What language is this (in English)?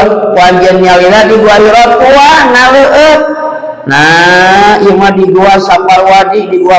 Sundanese